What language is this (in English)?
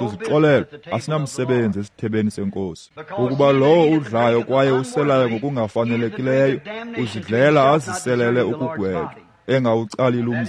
Xhosa